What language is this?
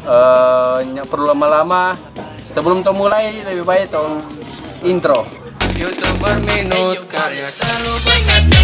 Manado Malay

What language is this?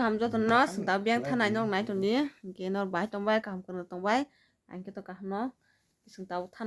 Kok Borok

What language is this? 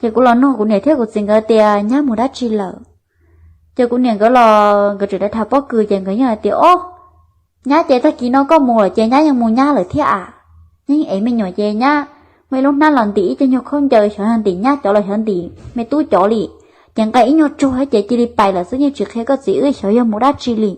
Hmong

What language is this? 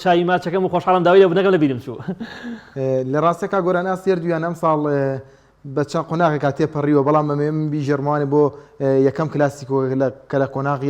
Central Kurdish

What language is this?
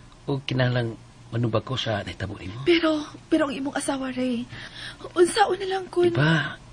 Cebuano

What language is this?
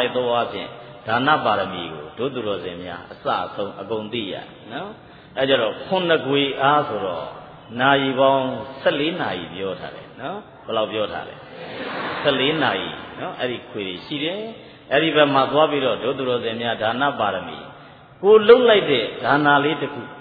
Burmese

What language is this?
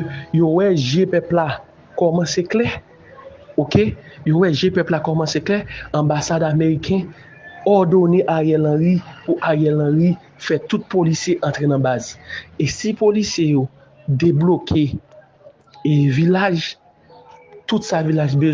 Haitian Creole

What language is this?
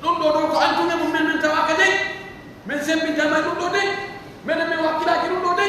Pular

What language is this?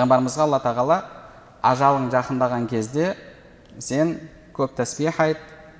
Kazakh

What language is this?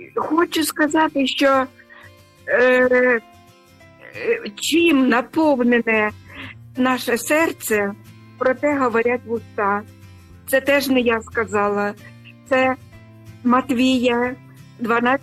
Ukrainian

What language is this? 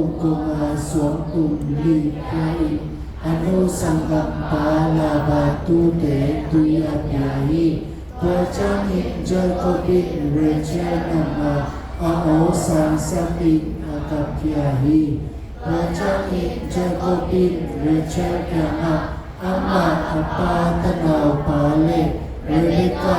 Tedim Chin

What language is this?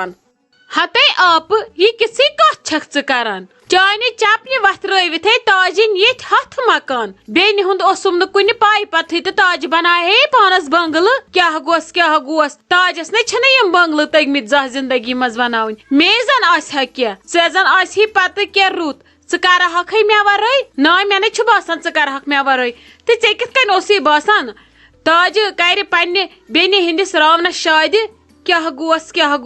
Kashmiri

